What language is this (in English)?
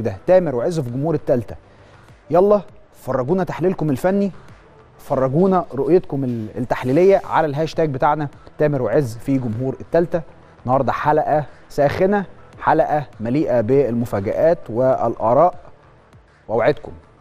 Egyptian Arabic